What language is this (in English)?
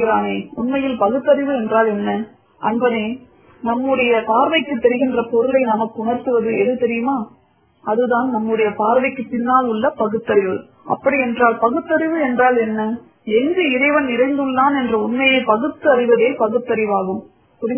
Tamil